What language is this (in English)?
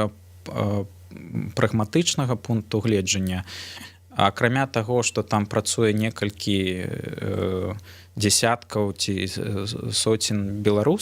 Belarusian